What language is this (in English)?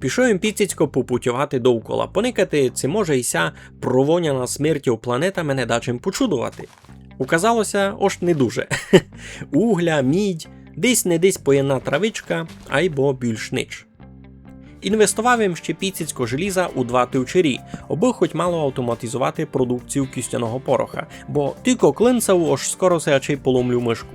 Rusyn